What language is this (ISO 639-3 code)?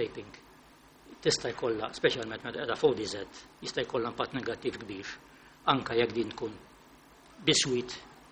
mlt